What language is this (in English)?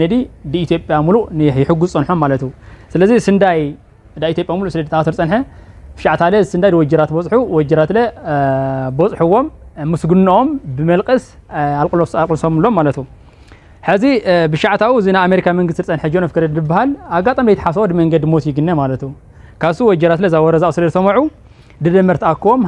Tigrinya